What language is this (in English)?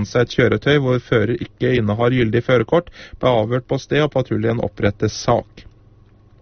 Norwegian